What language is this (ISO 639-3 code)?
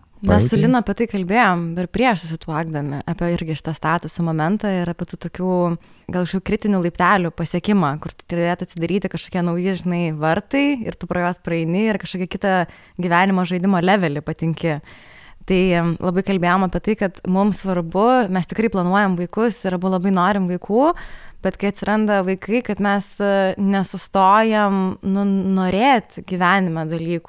lit